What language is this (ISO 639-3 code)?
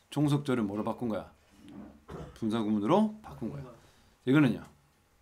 kor